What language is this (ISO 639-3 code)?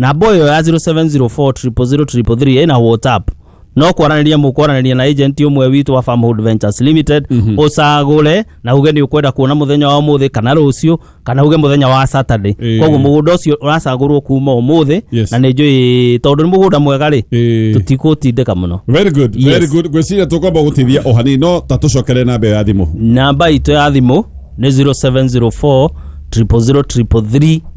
kik